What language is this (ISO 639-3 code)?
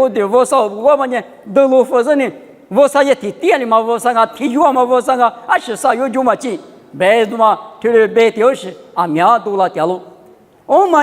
lis